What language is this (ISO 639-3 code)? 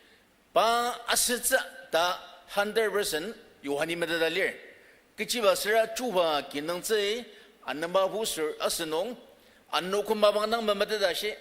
njo